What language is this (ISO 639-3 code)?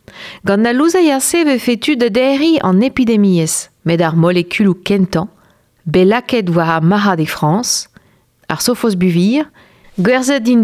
bre